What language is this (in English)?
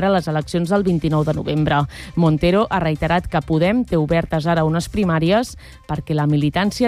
Catalan